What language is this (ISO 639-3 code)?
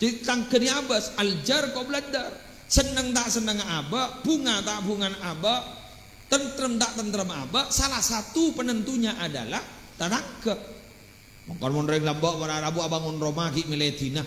mad